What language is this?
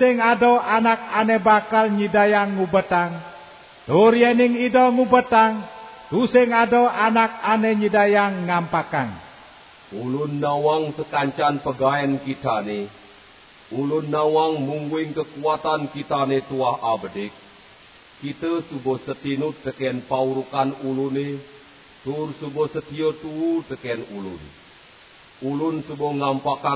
Balinese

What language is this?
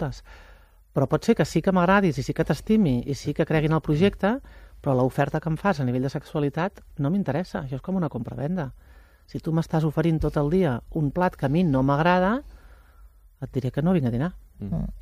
Catalan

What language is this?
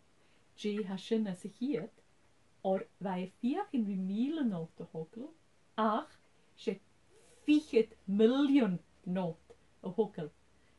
Scottish Gaelic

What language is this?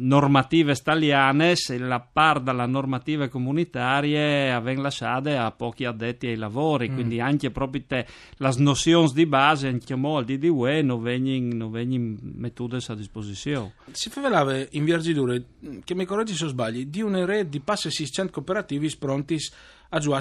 Friulian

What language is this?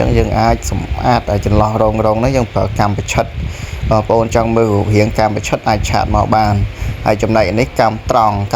Khmer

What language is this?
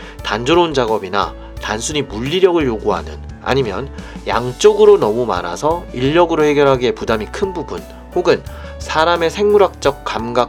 Korean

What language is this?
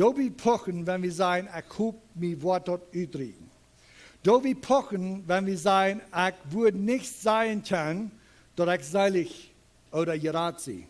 Plautdietsch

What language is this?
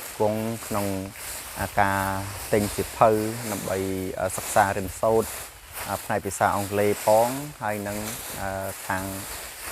Khmer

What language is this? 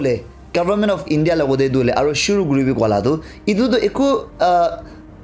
Naga Pidgin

